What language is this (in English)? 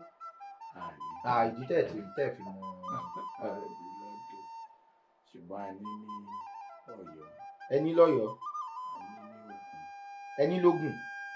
Yoruba